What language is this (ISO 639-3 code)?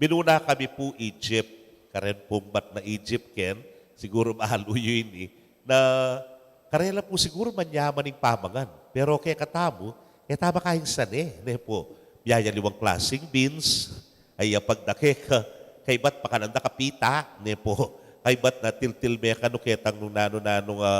pam